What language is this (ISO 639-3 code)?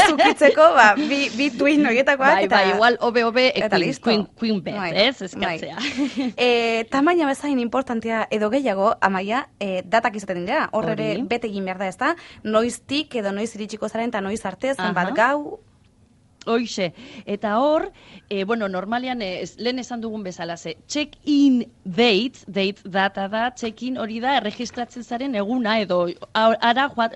eus